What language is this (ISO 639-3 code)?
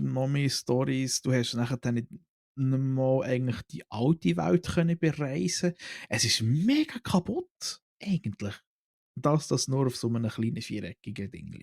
gsw